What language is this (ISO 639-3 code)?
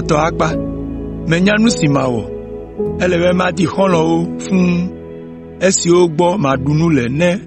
ewe